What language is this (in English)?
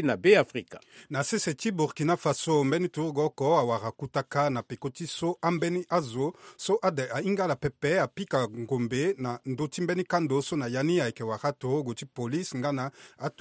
Sango